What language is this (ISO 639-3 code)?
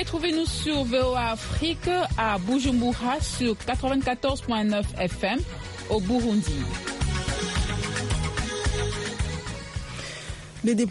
fra